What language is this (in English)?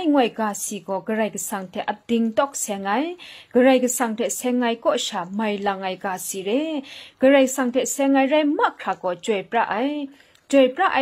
Kachin